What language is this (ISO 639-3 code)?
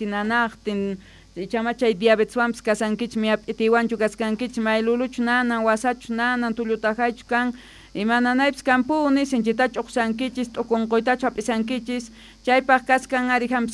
que